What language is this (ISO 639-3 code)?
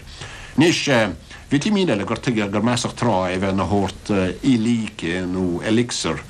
gle